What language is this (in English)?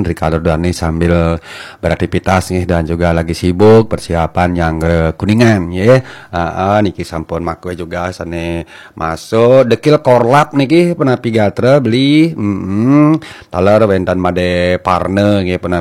Balinese